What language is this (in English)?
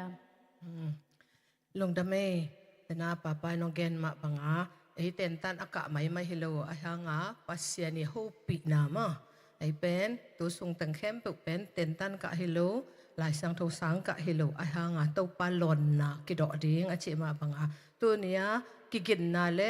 Tedim Chin